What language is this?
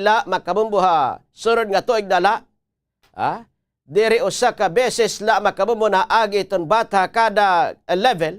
Waray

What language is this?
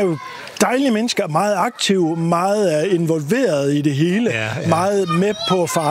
Danish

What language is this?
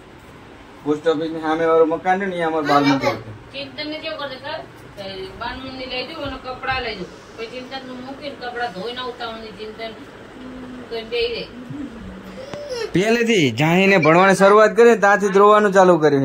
Gujarati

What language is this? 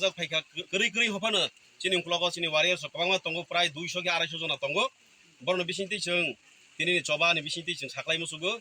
Kok Borok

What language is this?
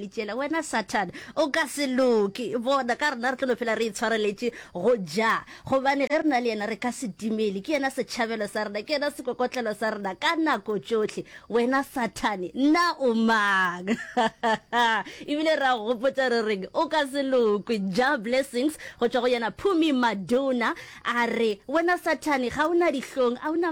Northern Sotho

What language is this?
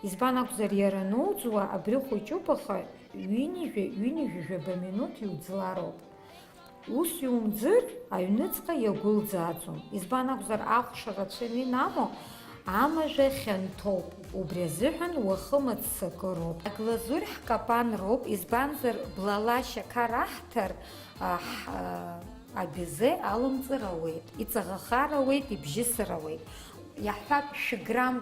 Abkhazian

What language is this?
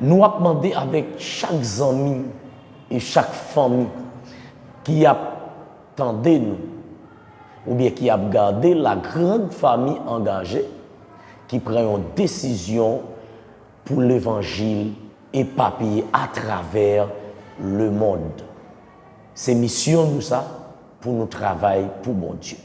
Haitian Creole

